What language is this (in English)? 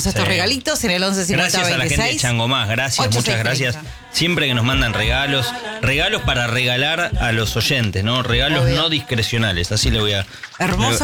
Spanish